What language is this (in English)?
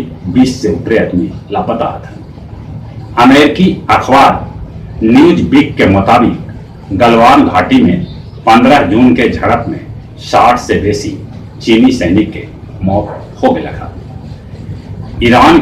Magahi